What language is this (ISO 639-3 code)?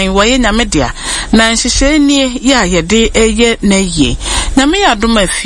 aka